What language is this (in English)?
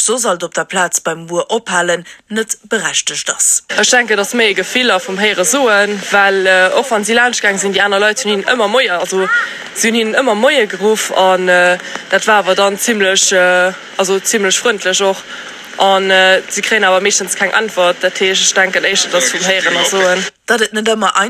Luxembourgish